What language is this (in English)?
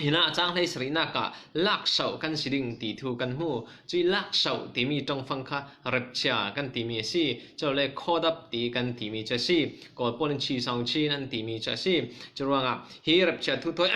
Falam Chin